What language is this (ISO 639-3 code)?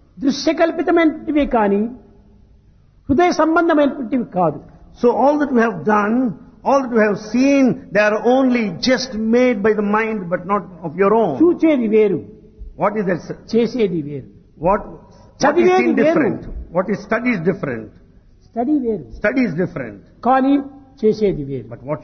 tel